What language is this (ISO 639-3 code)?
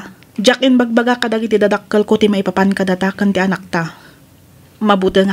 ilo